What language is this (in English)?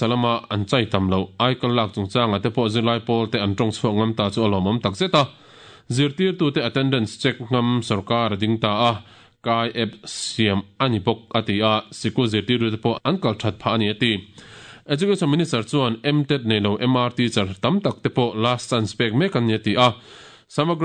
Mizo